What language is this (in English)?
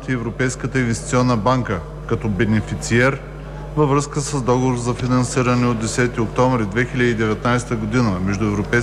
Bulgarian